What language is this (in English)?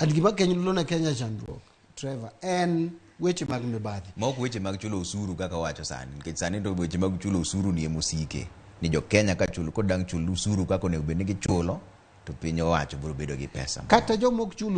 Luo (Kenya and Tanzania)